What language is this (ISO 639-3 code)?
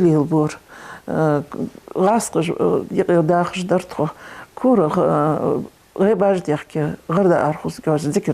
inh